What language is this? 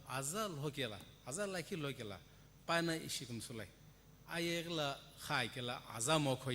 Sumi Naga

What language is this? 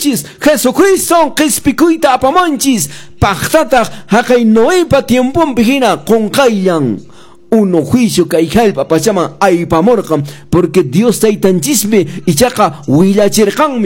Quechua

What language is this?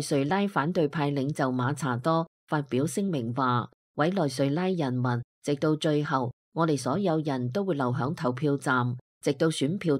Cantonese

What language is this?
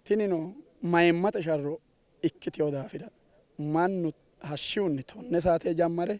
Sidamo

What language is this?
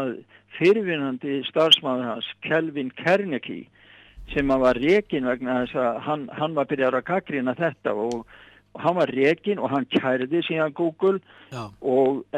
Icelandic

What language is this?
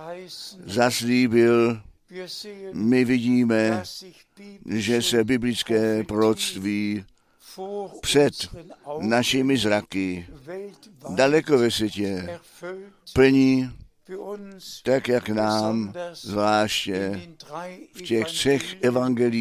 Czech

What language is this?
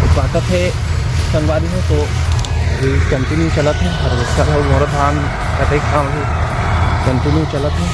Chhattisgarhi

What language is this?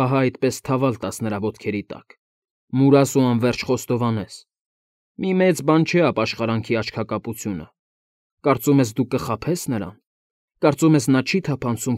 Armenian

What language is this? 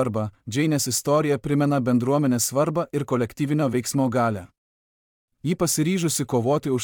Lithuanian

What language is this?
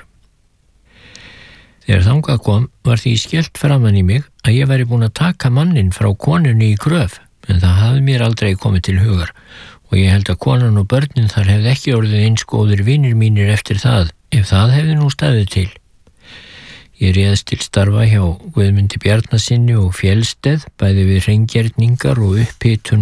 Icelandic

